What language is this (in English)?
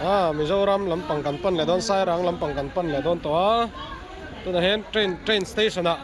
Mizo